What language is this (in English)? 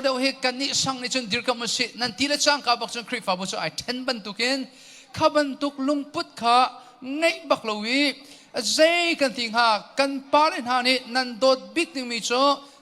Hakha Chin